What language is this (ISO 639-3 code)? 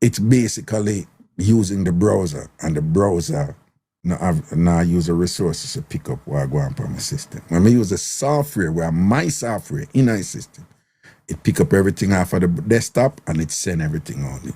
jam